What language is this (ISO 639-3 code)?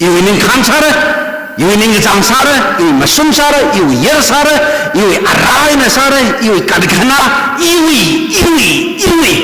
nmf